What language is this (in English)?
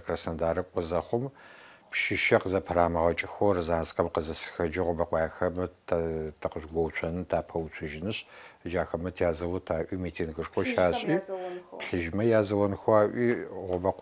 Adyghe